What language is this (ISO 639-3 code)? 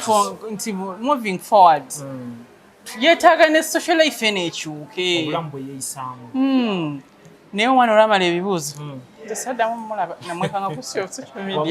lug